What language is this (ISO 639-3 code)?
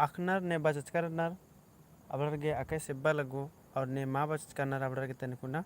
kru